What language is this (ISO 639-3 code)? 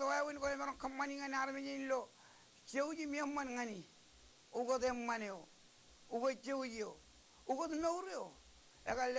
mah